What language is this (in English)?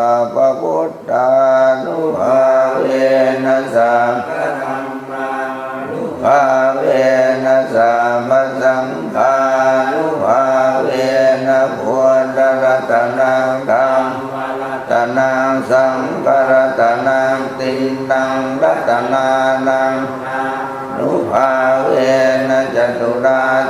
Pali